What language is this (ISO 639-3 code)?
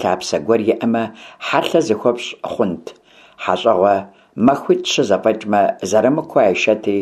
kbd